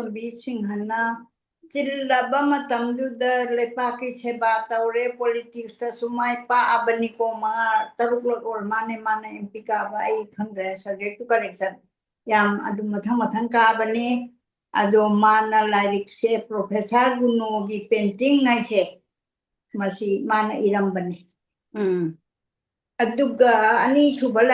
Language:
Manipuri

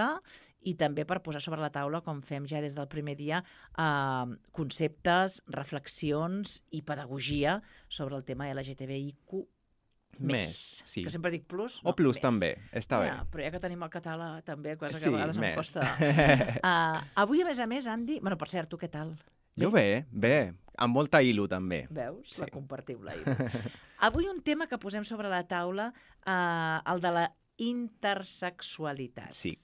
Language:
Catalan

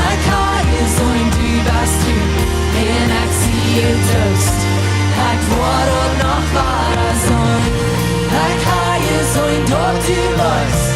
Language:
Plautdietsch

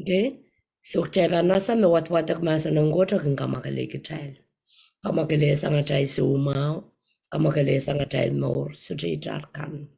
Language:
Pohnpeian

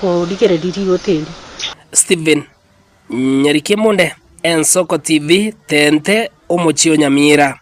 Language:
Gusii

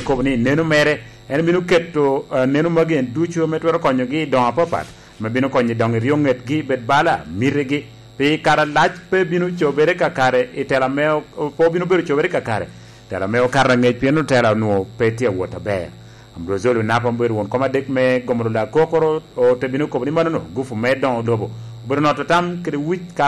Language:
Lango (Uganda)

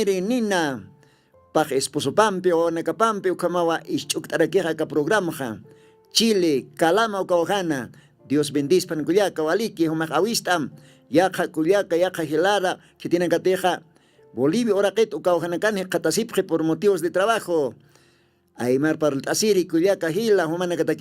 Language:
Aymara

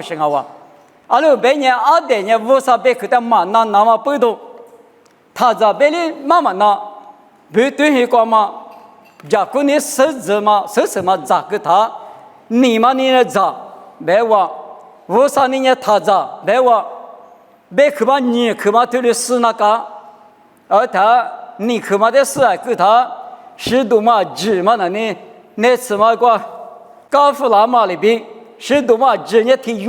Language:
Lisu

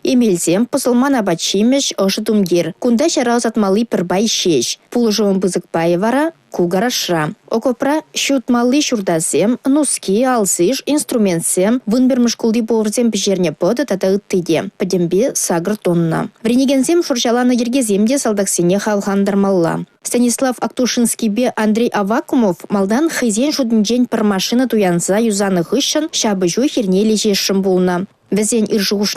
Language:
Chuvash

